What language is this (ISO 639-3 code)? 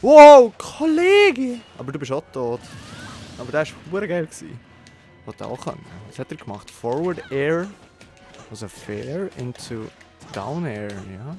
gsw